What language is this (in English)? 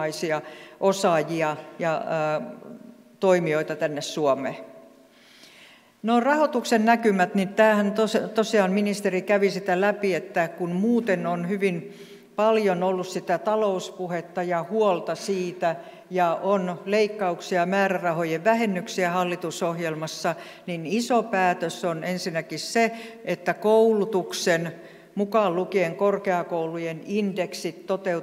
Finnish